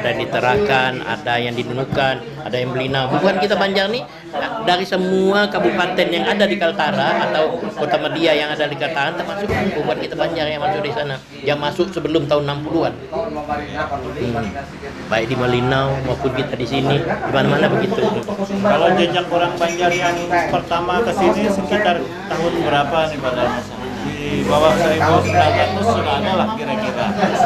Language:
Banjar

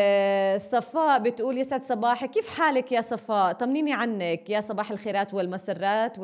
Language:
North Levantine Arabic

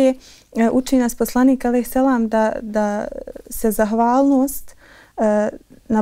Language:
Bosnian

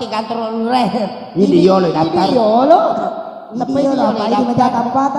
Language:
Buginese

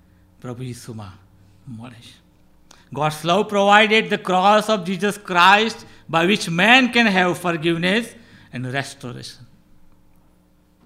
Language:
Gujarati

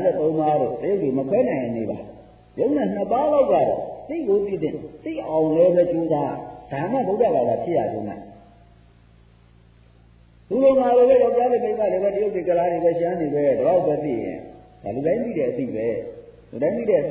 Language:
Burmese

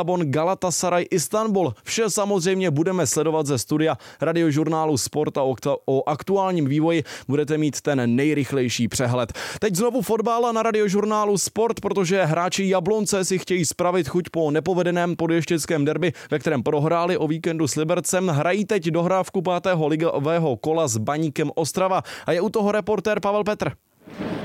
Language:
Czech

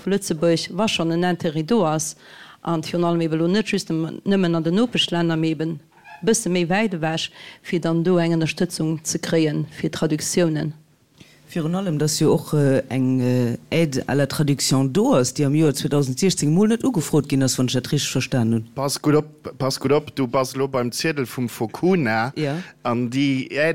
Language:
Luxembourgish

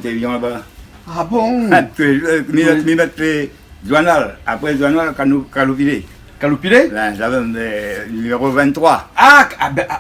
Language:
Réunion Creole French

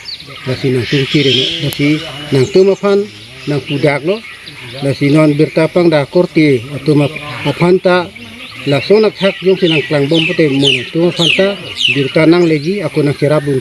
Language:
Karbi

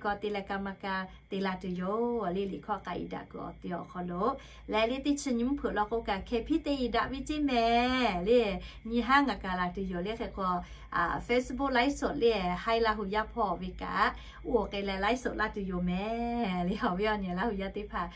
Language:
Lahu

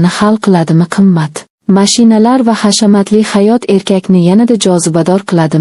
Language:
Uzbek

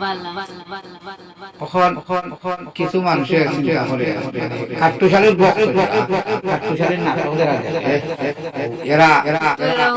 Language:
Sylheti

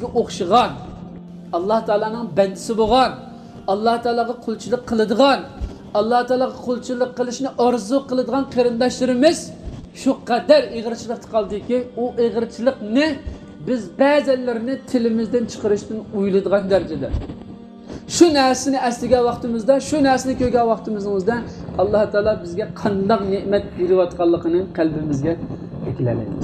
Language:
Uyghur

